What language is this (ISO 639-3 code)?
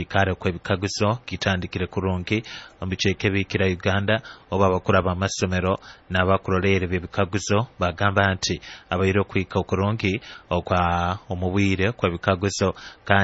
nyo